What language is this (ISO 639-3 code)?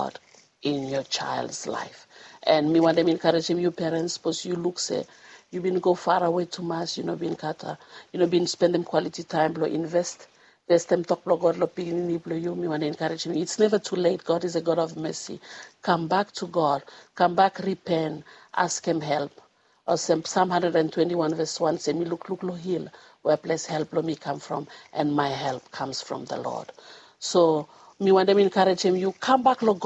bis